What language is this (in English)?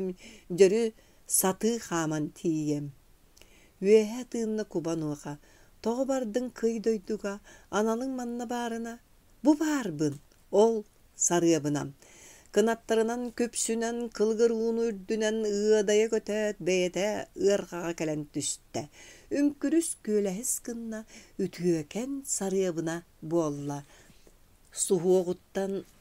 Yakut